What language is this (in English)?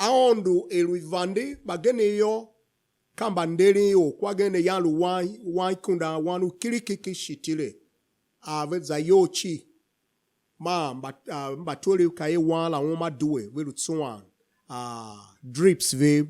Tiv